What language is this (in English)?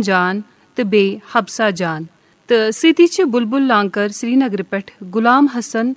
Kashmiri